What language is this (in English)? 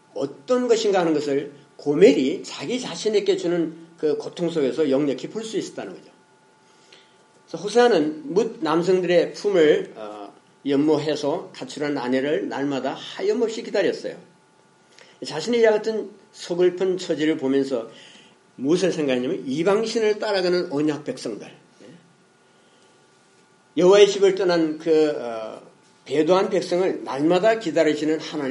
Korean